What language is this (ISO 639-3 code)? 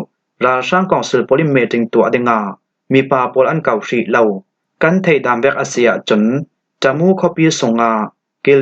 cnh